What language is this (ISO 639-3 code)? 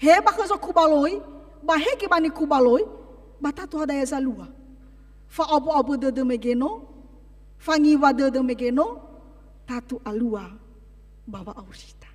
nia